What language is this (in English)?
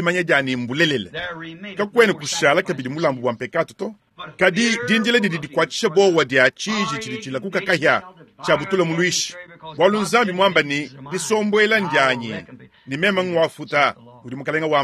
Luba-Lulua